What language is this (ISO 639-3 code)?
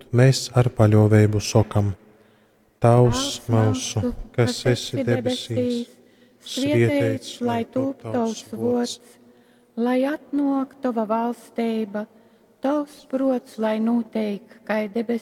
ltg